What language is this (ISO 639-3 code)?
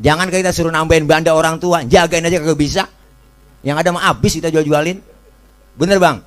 bew